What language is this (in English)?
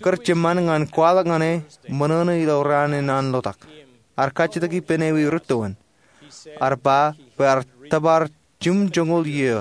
Marshallese